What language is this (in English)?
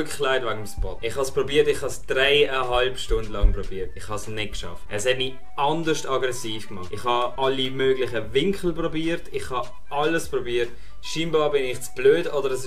Swiss German